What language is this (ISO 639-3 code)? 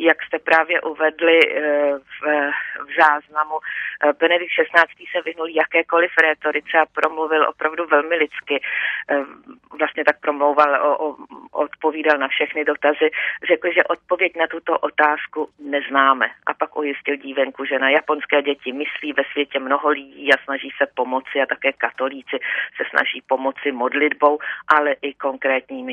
ces